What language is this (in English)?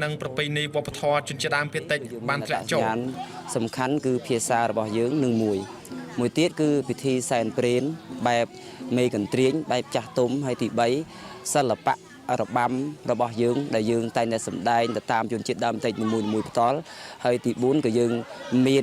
Khmer